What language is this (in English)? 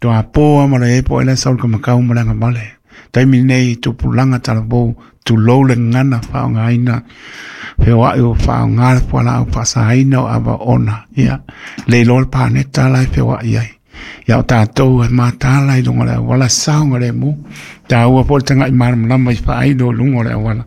Samoan